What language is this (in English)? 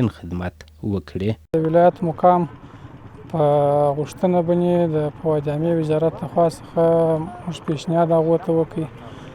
Pashto